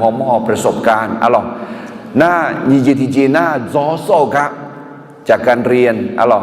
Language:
Akha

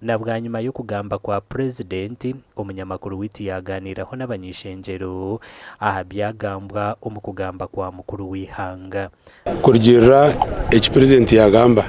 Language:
Nyankole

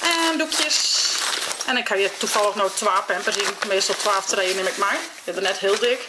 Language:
Western Frisian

